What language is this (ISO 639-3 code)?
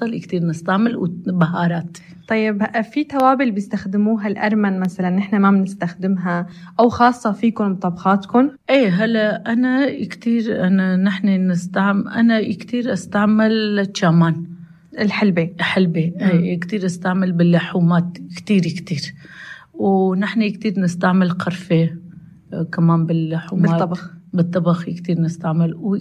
apc